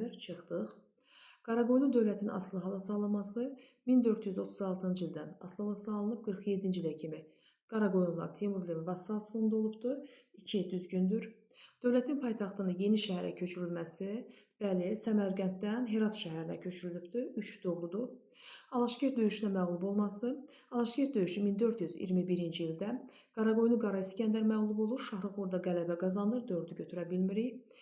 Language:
Azerbaijani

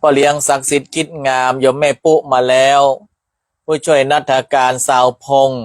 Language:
Northern Thai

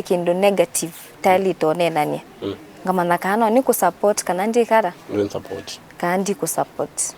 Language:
Kamba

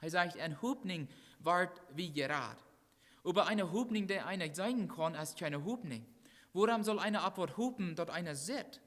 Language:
Plautdietsch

